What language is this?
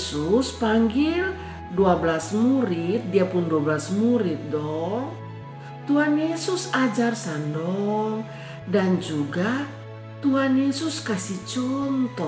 Kupang Malay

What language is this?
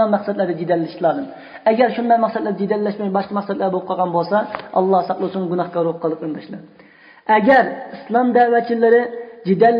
Uyghur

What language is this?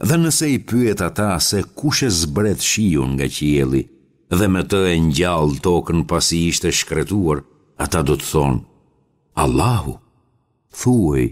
Albanian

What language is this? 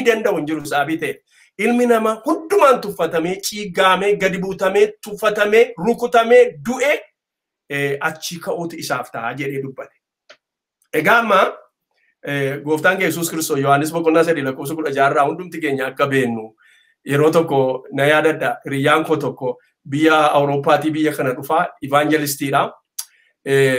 Oromo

